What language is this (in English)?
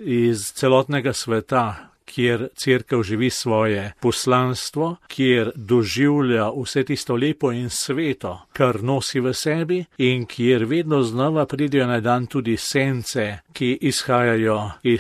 Slovenian